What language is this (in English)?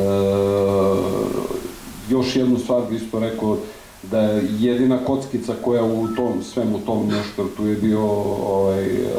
Serbian